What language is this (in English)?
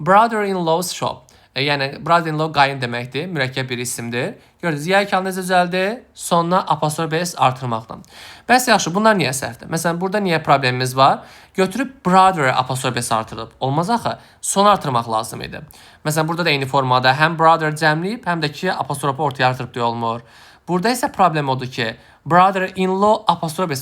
Azerbaijani